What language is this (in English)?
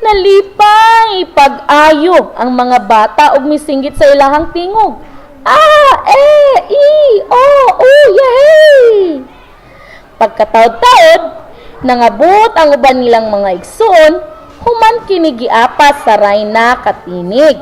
Cebuano